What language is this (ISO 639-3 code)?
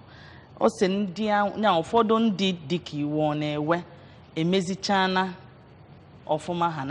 ibo